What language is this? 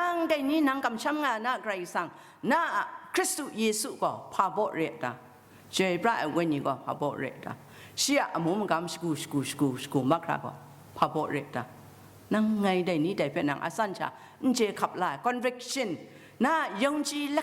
Kachin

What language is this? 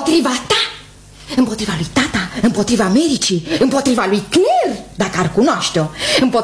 Romanian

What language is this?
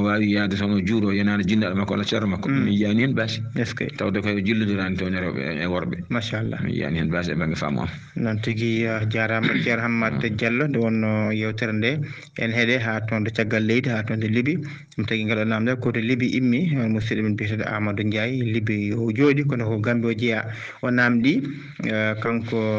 Fula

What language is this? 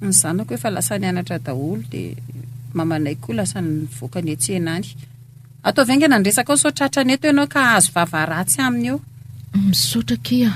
Malagasy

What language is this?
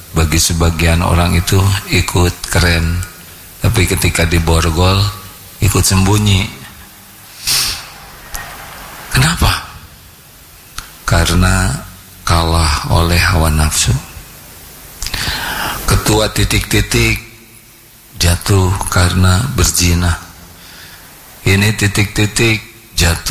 Indonesian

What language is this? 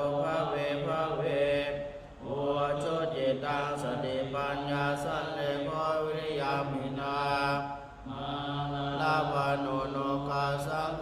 Pali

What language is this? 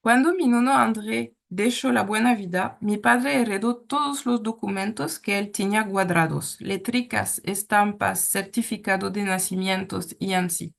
Ladino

